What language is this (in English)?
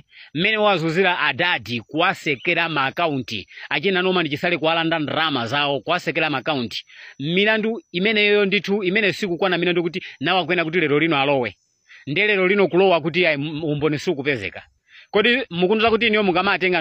Nyanja